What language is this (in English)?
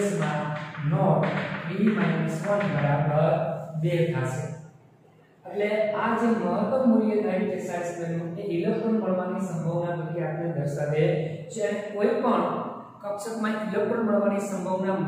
Gujarati